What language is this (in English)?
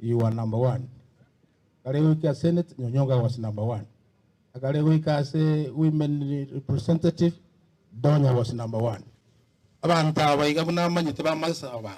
Gusii